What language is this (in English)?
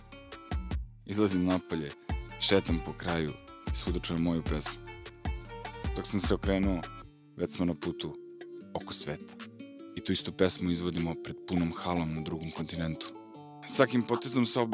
Serbian